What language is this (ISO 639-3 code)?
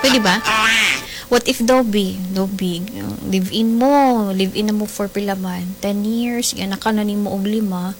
ceb